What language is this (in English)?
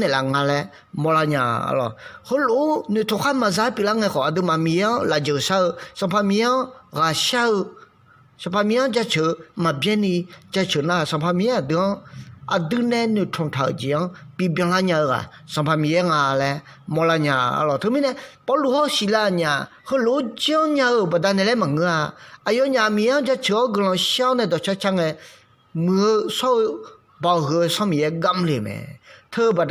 Akha